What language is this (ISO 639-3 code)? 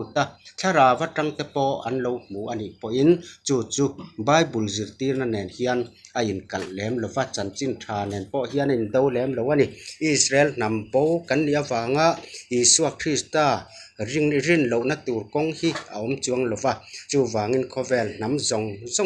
lus